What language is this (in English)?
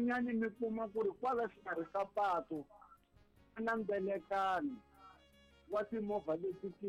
Tsonga